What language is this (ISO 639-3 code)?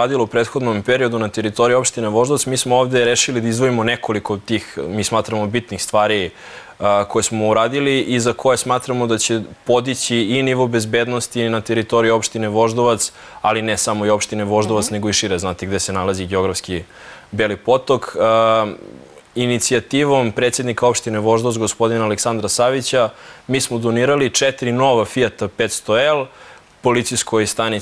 srp